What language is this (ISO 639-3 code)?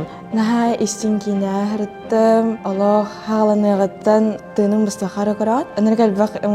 sah